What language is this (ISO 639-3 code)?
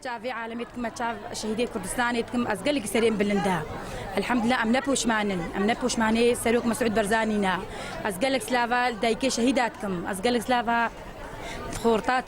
kur